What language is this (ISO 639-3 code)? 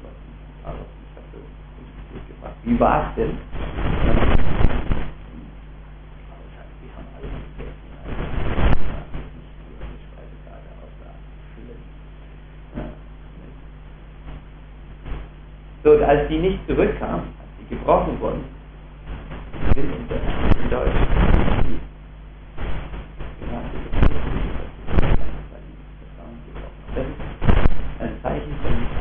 deu